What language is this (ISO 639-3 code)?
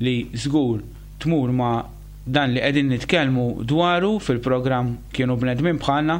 mlt